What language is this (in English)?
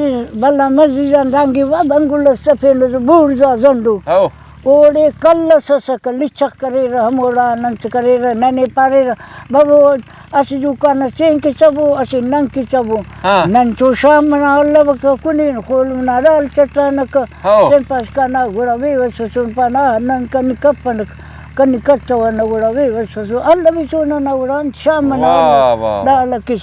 Brahui